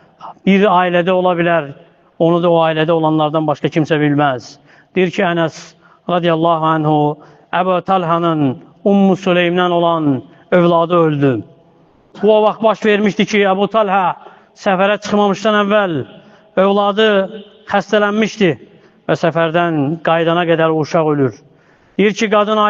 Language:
Azerbaijani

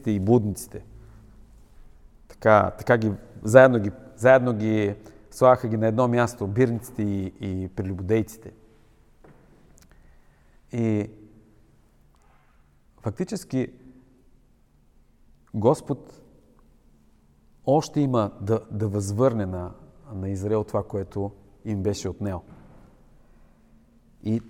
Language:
Bulgarian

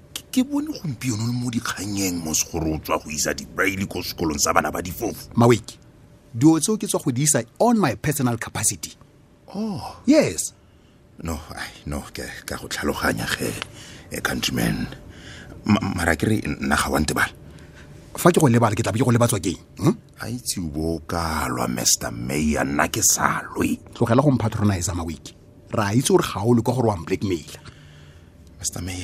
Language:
Tswana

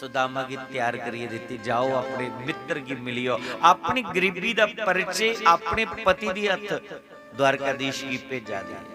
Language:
Dogri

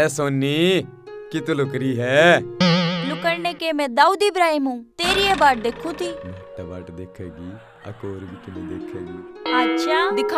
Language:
Haryanvi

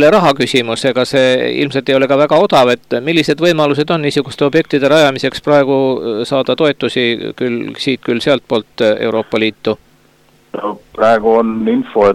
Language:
Estonian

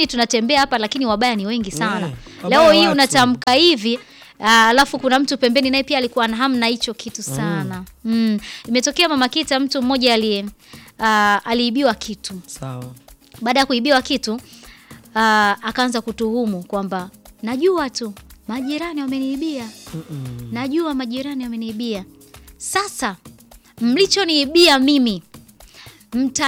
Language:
Swahili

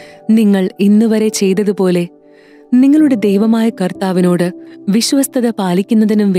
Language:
Malayalam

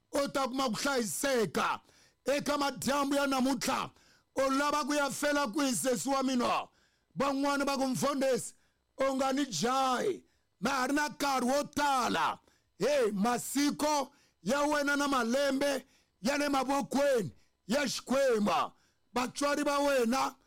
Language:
Tsonga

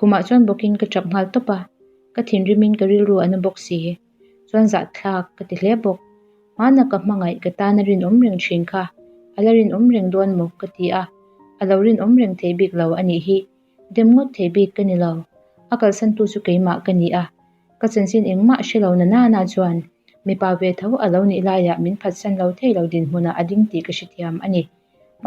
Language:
Mizo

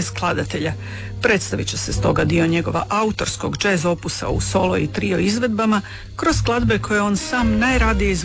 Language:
Croatian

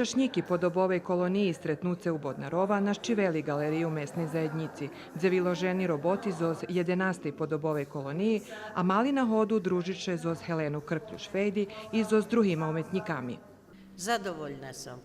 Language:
Rusyn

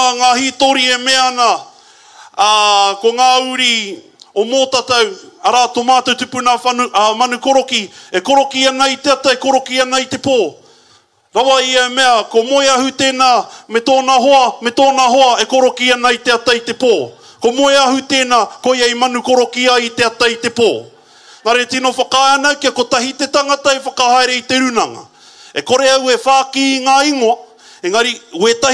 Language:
Māori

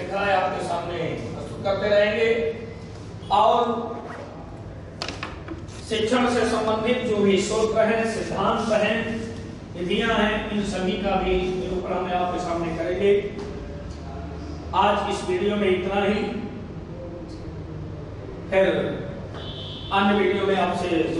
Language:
Hindi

